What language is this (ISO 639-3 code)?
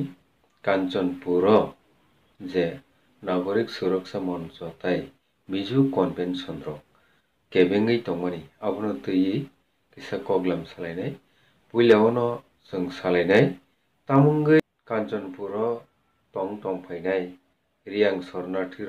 trp